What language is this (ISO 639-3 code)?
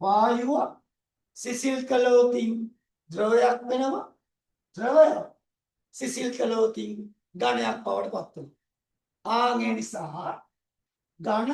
sin